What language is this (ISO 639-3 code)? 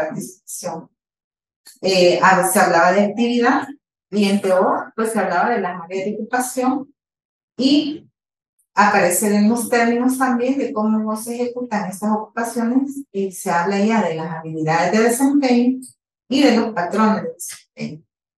spa